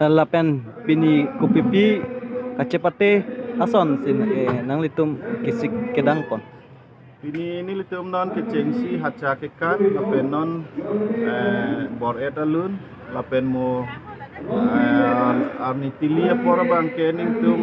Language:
Karbi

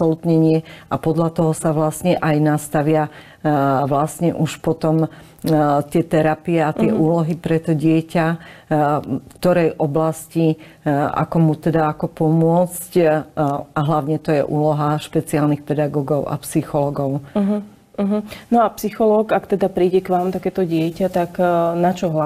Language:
Slovak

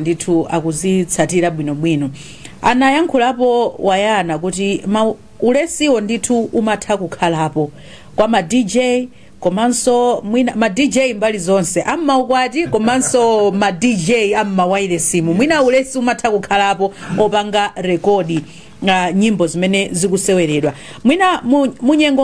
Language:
Nyanja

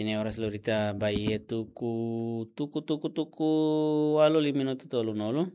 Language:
Tetum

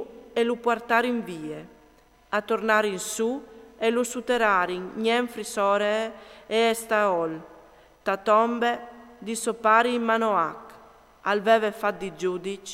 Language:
Friulian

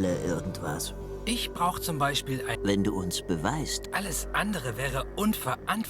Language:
Swiss German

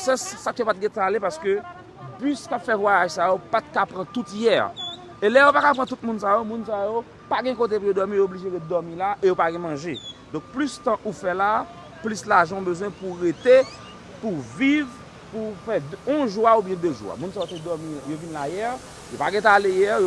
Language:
Haitian Creole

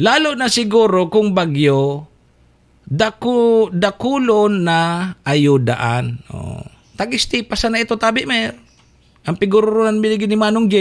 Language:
Bikol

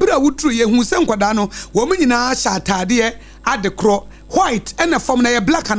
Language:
Akan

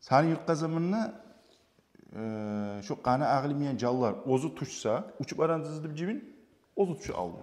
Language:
Kumyk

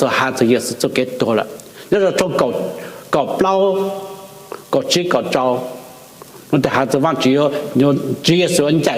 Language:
Hmong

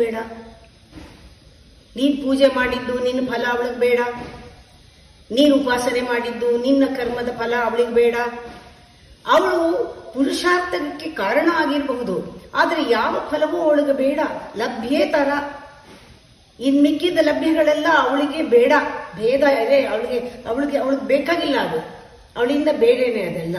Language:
Kannada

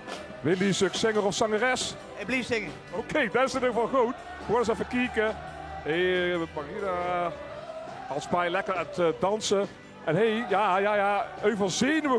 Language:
Limburgish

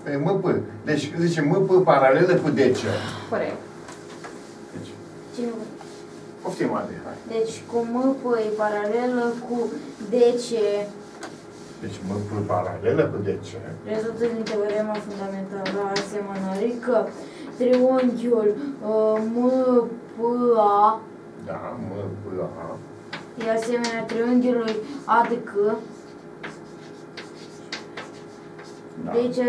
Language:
Romanian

